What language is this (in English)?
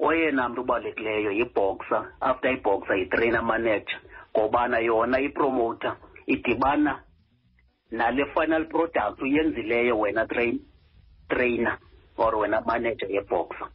Xhosa